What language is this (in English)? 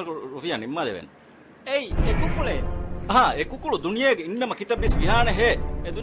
Divehi